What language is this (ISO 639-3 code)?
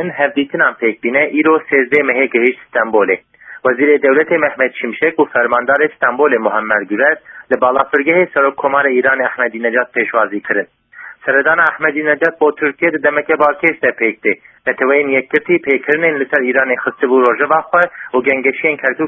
kur